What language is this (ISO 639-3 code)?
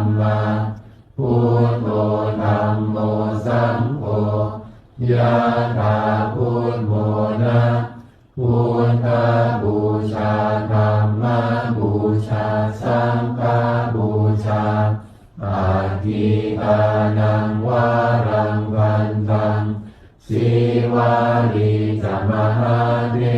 pli